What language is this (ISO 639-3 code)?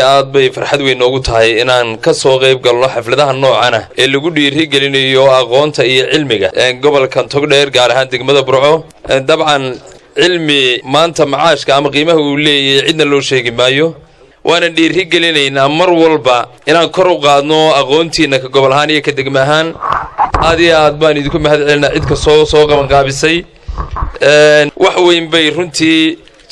som